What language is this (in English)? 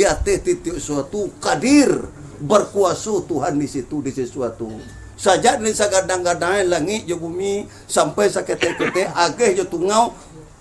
Minangkabau